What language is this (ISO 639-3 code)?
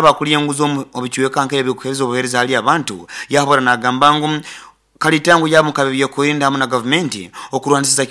nyo